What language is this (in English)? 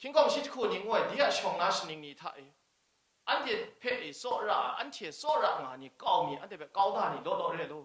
Kachin